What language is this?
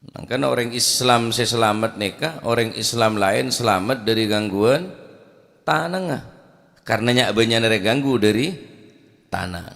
Madurese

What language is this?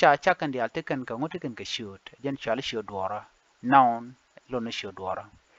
Nuer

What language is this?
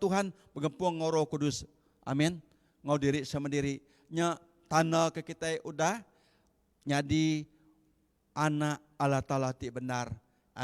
Iban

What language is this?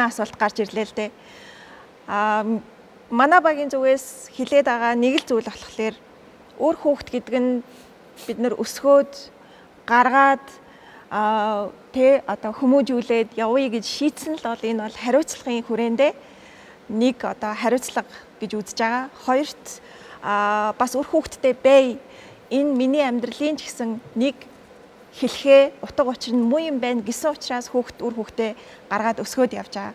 Mongolian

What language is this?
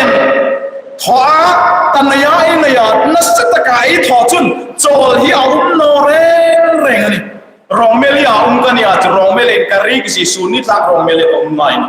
Hmar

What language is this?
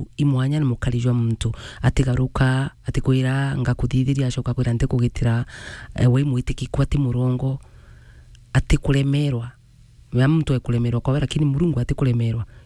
Meru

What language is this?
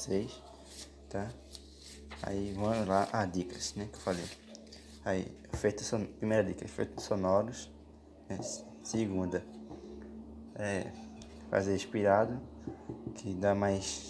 Portuguese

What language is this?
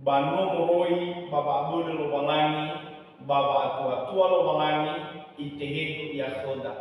Nias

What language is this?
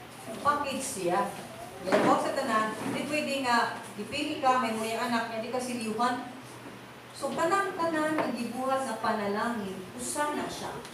Cebuano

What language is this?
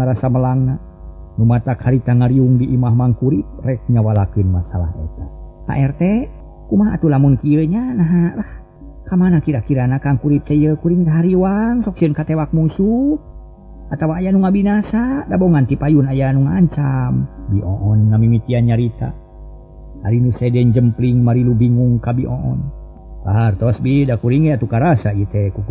Sundanese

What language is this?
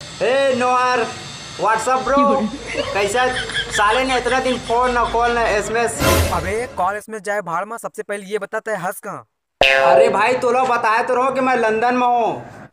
Chhattisgarhi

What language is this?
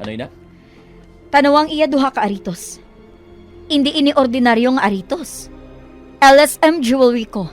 Hiligaynon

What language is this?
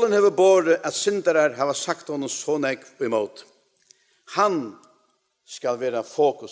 Faroese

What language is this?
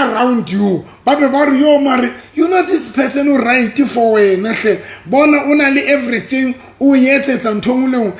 Southern Sotho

